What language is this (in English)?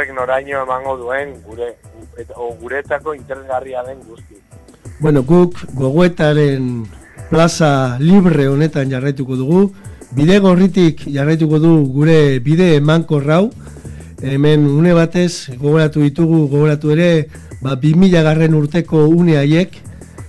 Basque